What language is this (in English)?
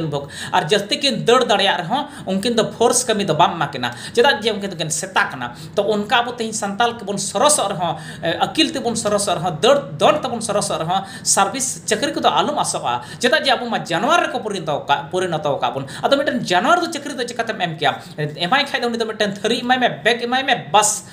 Santali